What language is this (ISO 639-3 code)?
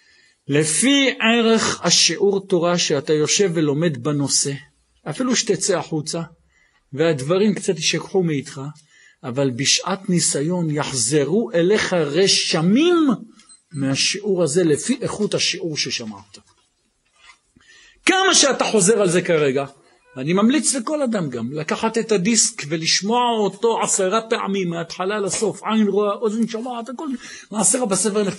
heb